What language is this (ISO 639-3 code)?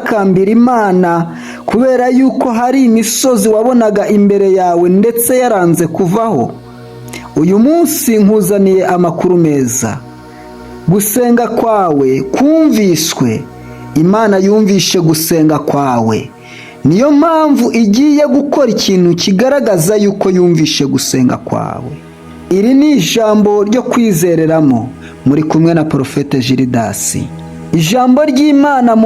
kin